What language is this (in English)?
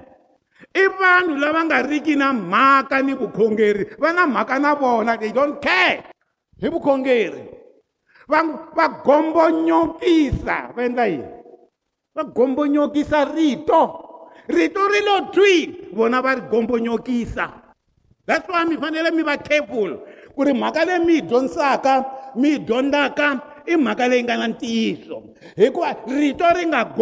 Tsonga